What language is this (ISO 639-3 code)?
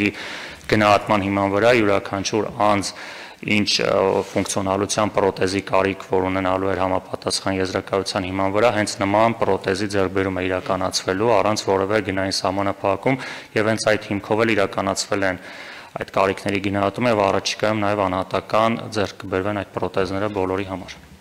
hye